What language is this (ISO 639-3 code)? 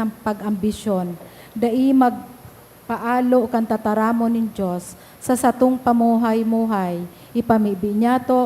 bik